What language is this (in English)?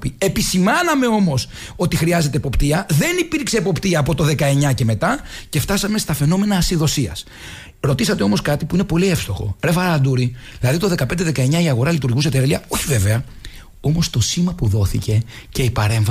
Greek